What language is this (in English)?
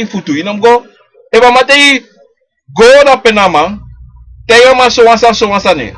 Sranan Tongo